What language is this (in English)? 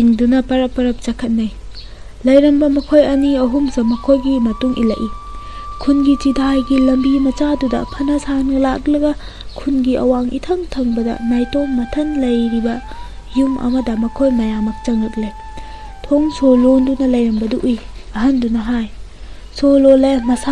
Manipuri